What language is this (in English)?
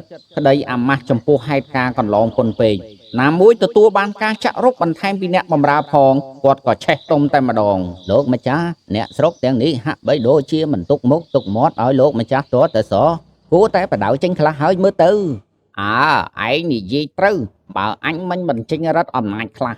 Khmer